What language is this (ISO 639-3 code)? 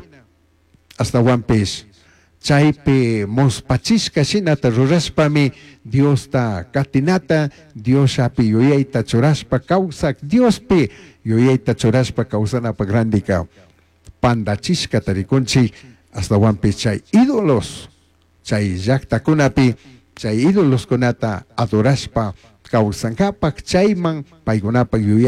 qug